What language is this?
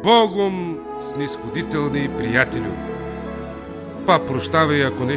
Bulgarian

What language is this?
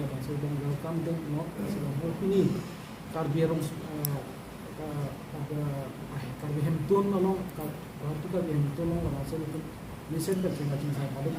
Karbi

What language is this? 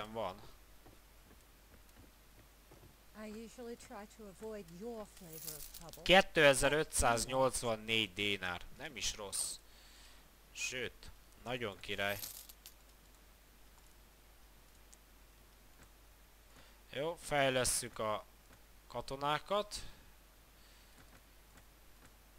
Hungarian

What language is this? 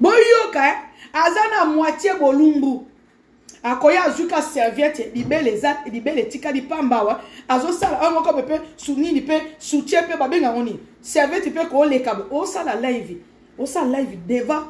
Lingala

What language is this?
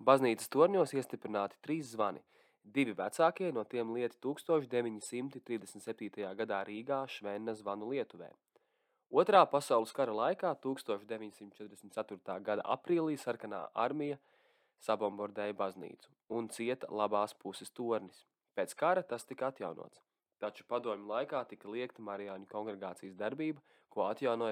Latvian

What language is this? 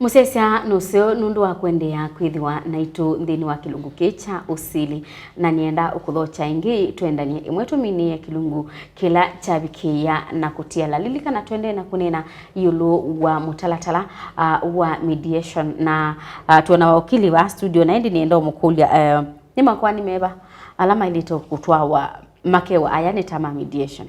Kamba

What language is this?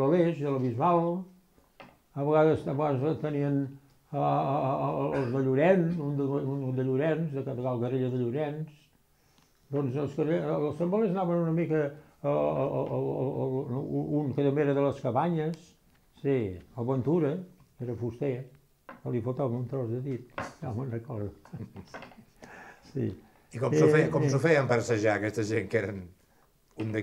Catalan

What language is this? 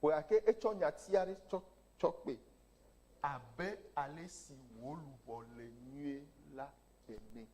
Ewe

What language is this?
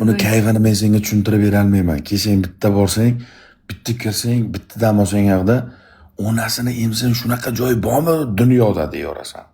Uzbek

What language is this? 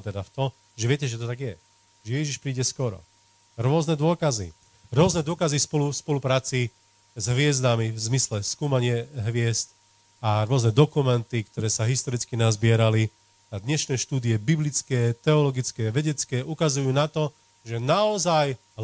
Slovak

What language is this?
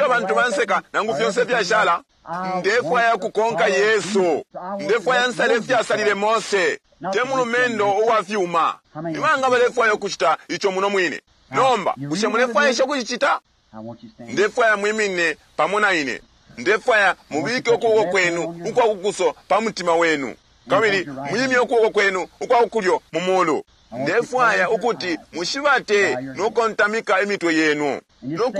Bemba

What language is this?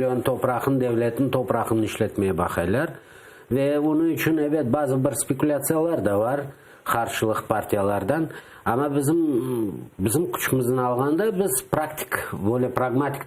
Crimean Tatar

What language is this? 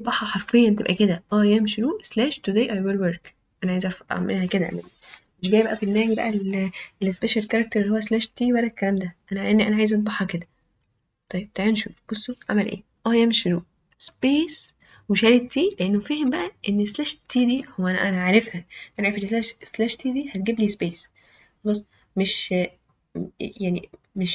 Egyptian Arabic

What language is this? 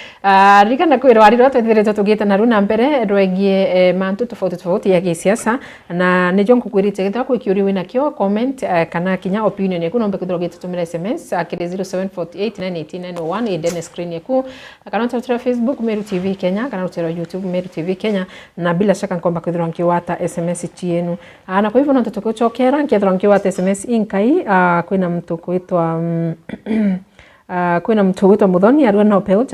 Meru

